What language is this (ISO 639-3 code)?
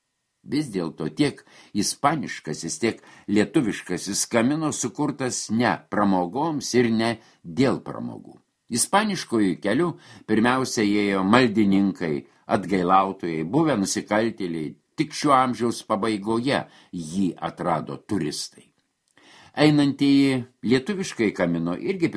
lit